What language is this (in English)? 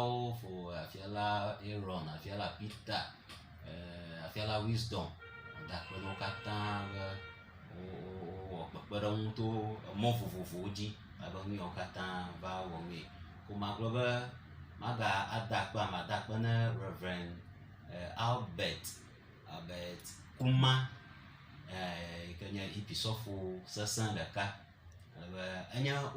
Ewe